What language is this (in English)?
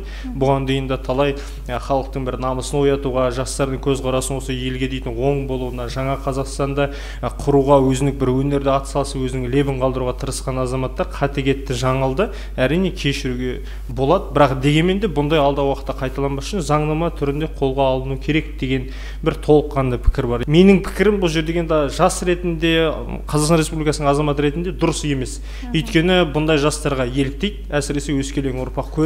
Kazakh